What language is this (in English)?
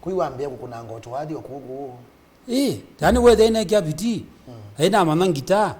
Kamba